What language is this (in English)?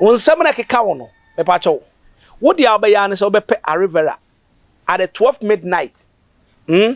Akan